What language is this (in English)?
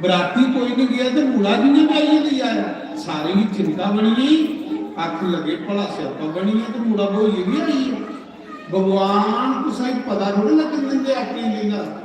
Dogri